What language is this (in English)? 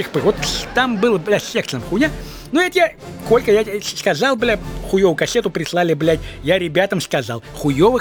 Russian